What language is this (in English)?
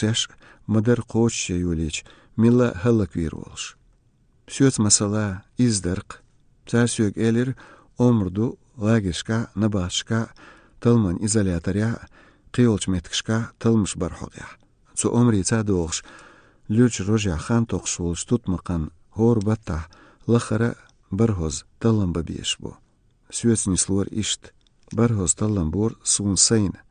Chechen